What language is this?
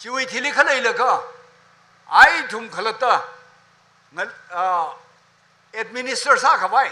Tangkhul Naga (India)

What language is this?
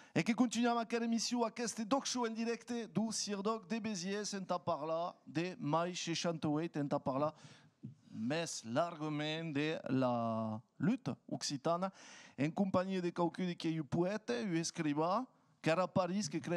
Occitan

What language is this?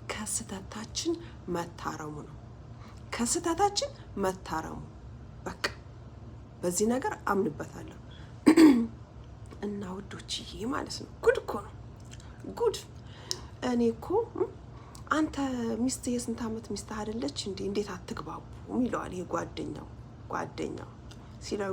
Amharic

